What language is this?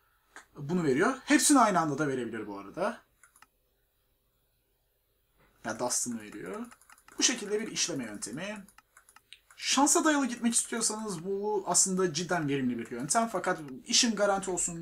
Turkish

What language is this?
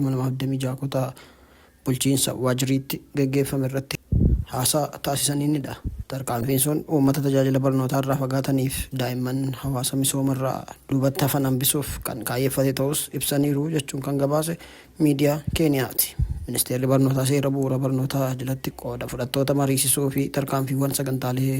Oromo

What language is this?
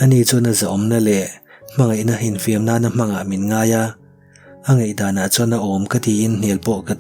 Mizo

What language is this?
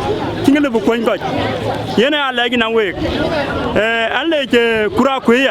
Dinka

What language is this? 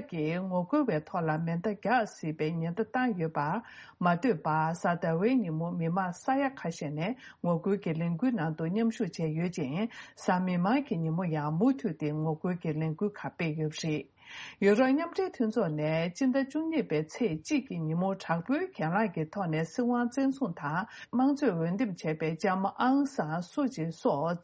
Tibetan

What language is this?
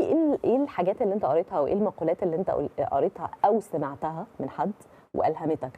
Egyptian Arabic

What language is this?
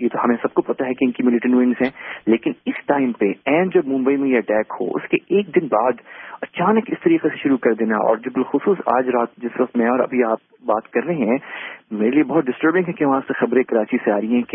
Urdu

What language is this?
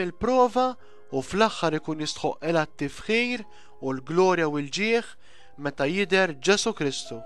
Maltese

